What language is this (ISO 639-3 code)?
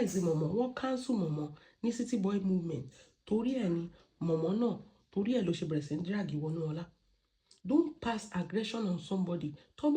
yor